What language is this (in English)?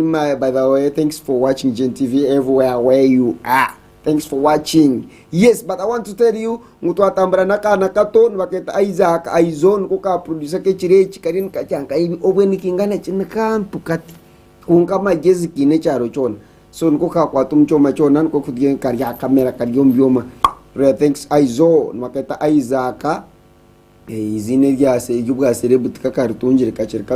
Nyankole